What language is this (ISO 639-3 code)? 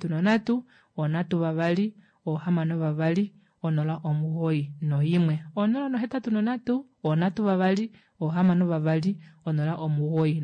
kua